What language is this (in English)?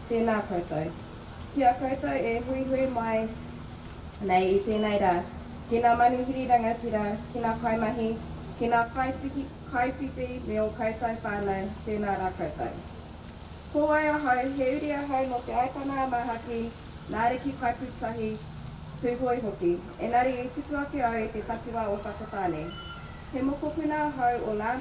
Māori